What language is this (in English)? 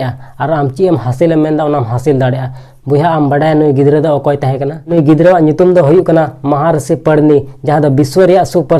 Santali